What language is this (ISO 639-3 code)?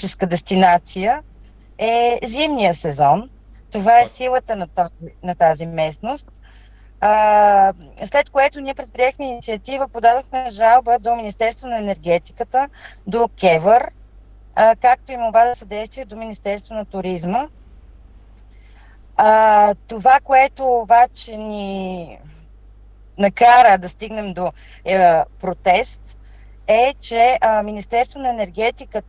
bul